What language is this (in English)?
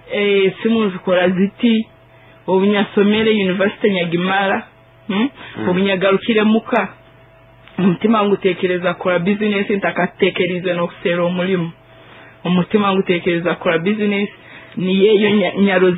Nyoro